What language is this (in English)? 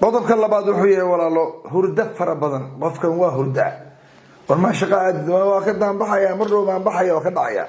Somali